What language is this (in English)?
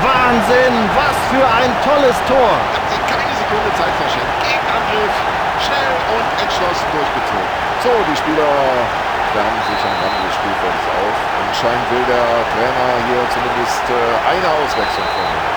Bavarian